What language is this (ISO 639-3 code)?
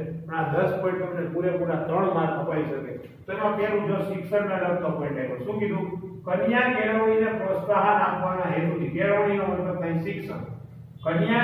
guj